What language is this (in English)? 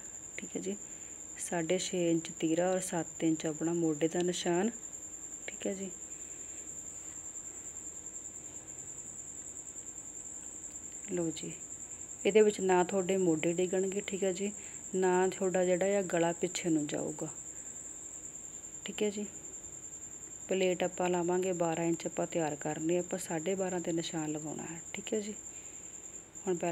Punjabi